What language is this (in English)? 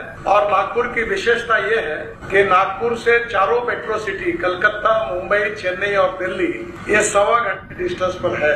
Hindi